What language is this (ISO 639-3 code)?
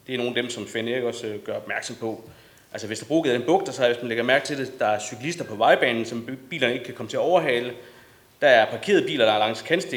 dan